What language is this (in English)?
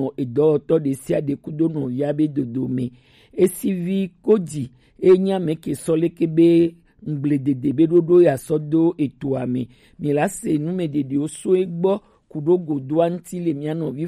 Gen